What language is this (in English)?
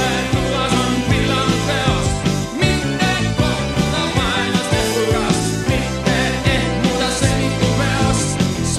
Estonian